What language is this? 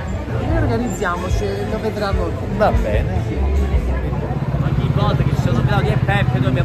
Italian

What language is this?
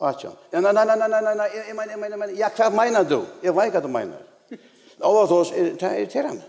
Faroese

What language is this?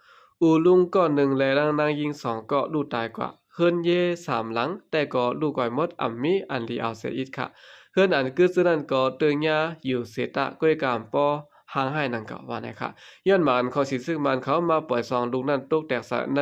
Shan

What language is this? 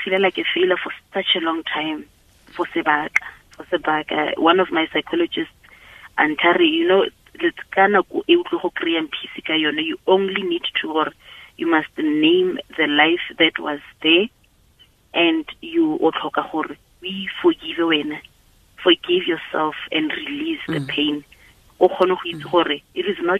Tswana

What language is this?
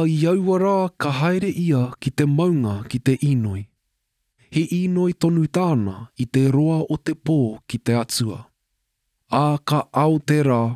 Māori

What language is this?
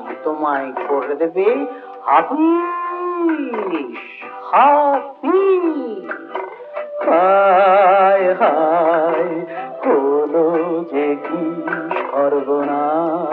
Bangla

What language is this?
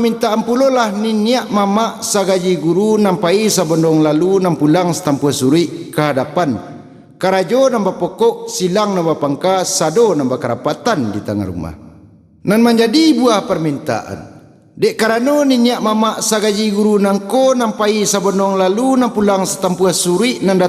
Minangkabau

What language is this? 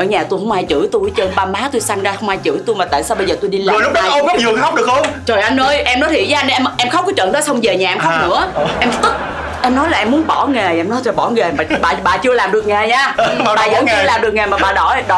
Vietnamese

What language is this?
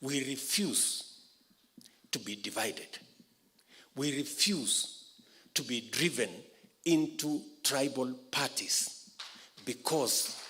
Kamba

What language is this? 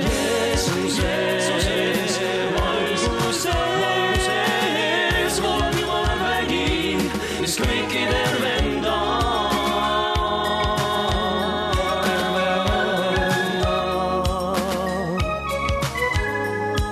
Estonian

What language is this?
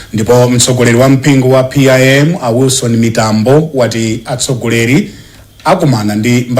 Nyanja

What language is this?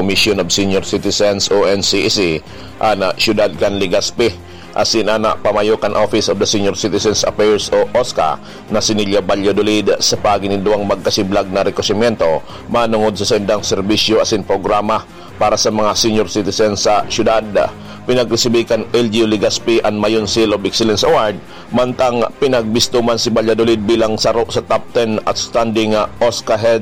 Bikol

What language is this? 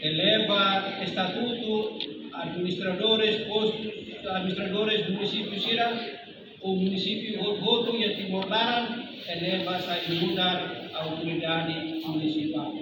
Tetum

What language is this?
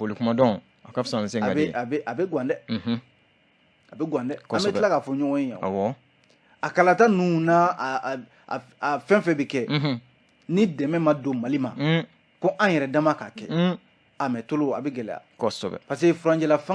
Bambara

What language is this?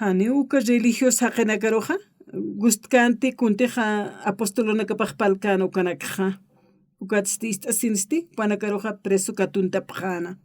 Aymara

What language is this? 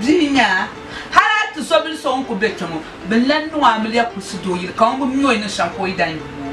Dagbani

